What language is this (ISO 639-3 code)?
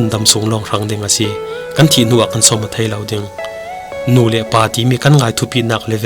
cfm